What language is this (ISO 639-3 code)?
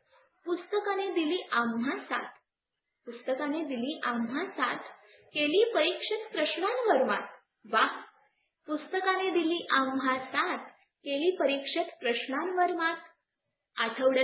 mar